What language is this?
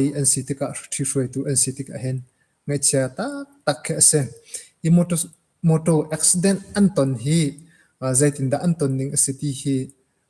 Hakha Chin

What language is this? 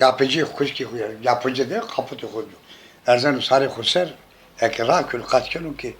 Zaza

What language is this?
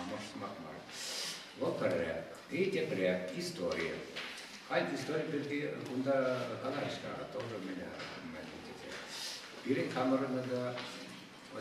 Chuvash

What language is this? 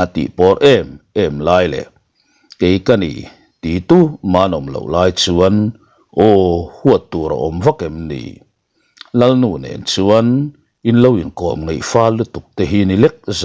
Mizo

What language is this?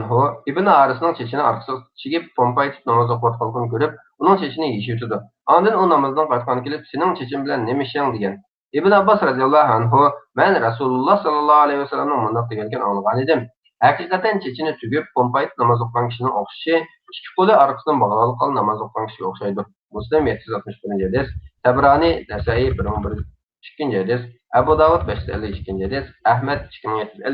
Uyghur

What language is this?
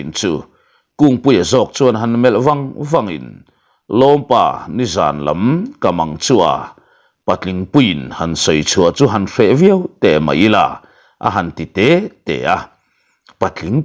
Mizo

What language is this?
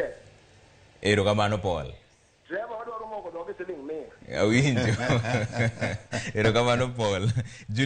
Luo (Kenya and Tanzania)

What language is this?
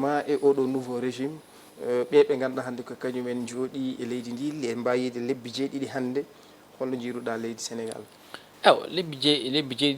Fula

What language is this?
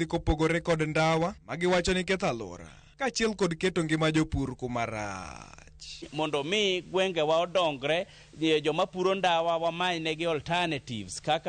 Luo (Kenya and Tanzania)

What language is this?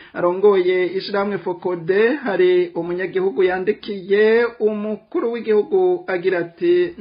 Rundi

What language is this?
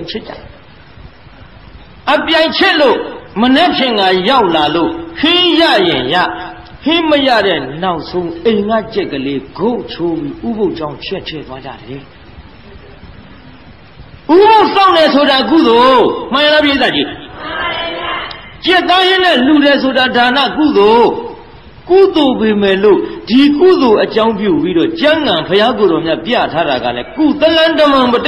Burmese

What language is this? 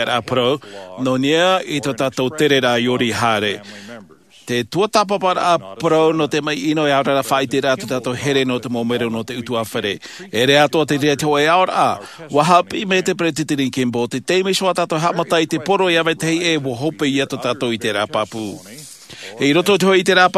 Tahitian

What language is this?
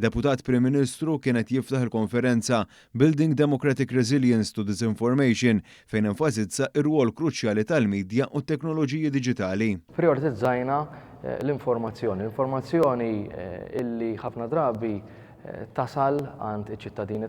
Maltese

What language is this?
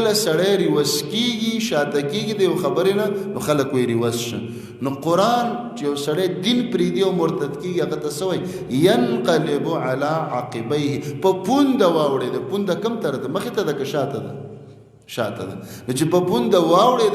Pashto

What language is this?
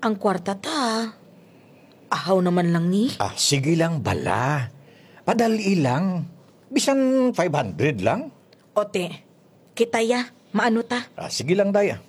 Hiligaynon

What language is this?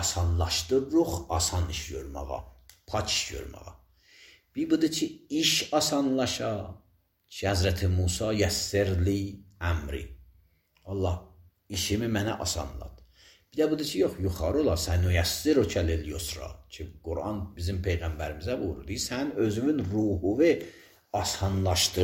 Azerbaijani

